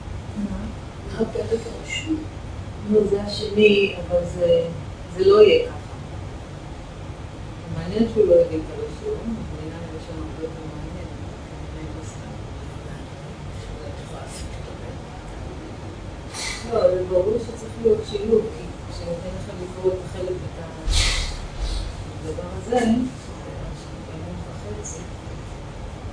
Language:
Hebrew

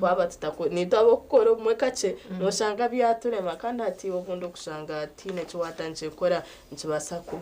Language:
Nyankole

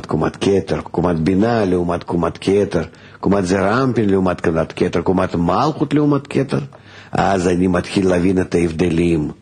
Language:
Hebrew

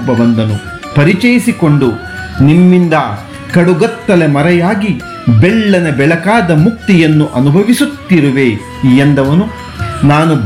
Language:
Kannada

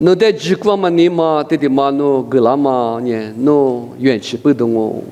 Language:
Lisu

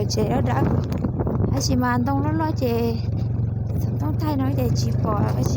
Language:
Hmong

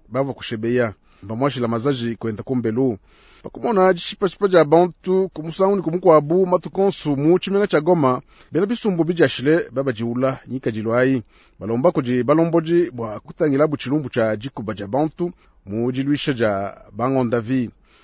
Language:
Luba-Lulua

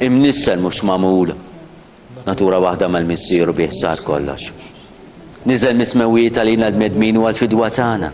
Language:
Maltese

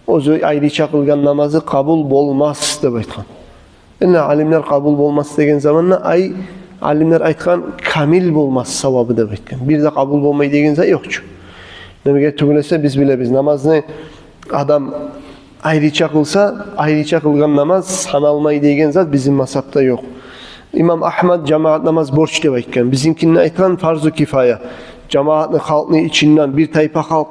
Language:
Kumyk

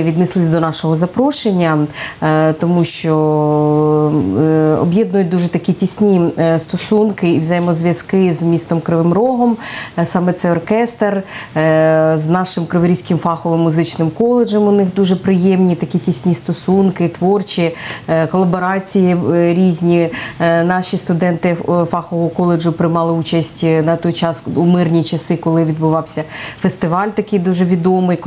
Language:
Ukrainian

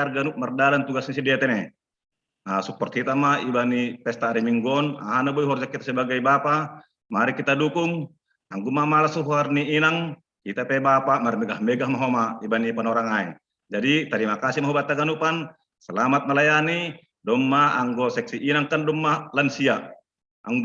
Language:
Batak Simalungun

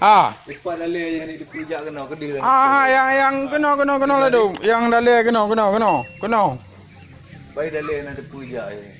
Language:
Achinese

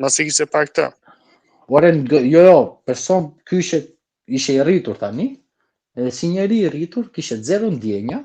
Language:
Albanian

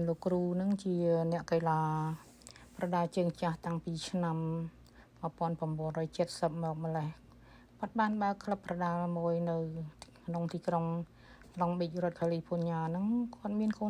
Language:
Khmer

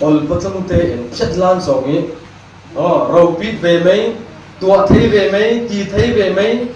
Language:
Falam Chin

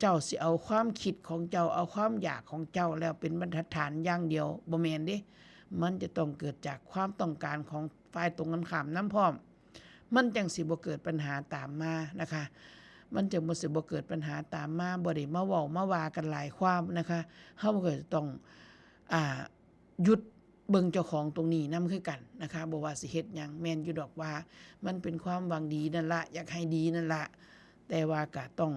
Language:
Northeastern Thai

